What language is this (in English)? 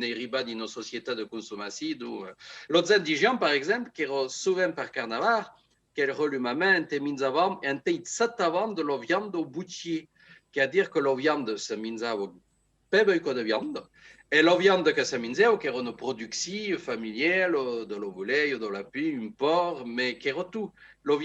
Occitan